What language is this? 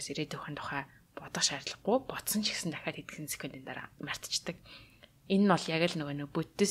Mongolian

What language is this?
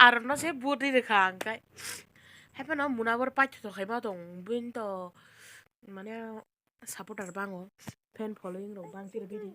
Kok Borok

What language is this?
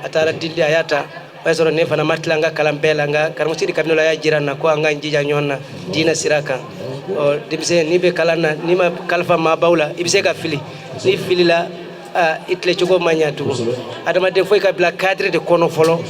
Bambara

